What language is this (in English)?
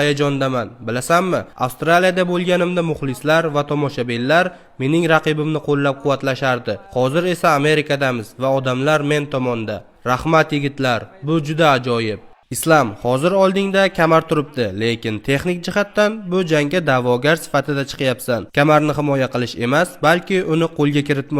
Uzbek